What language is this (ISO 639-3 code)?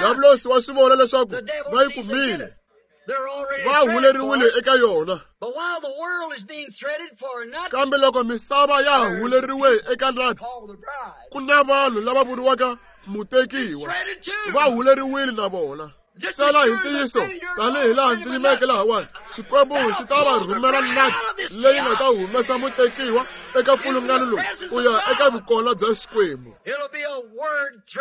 tso